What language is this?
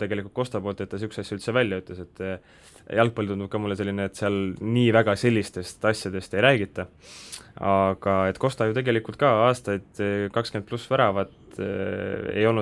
Estonian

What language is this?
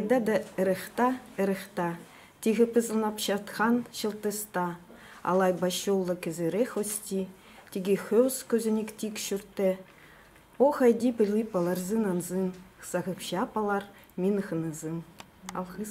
Khakas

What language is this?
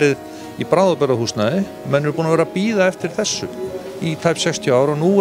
Icelandic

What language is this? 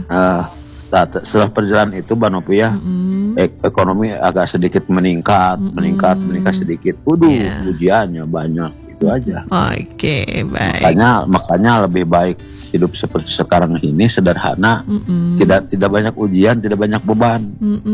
Indonesian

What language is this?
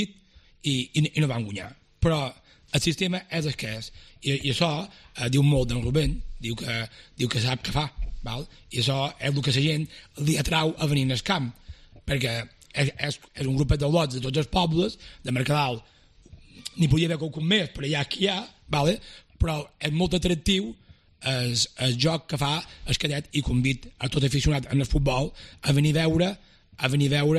Catalan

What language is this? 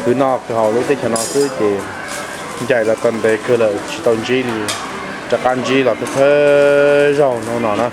Hmong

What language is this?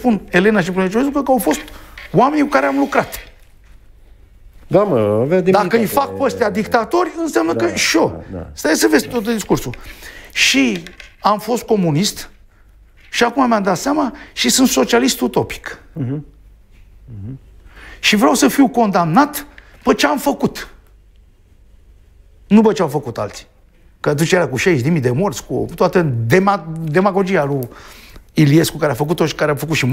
Romanian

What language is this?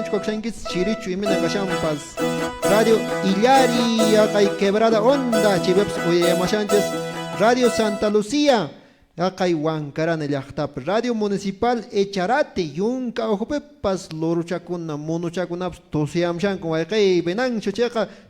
Quechua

